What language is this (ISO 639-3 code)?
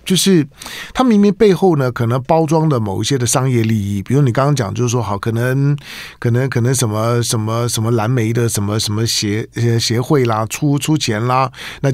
zho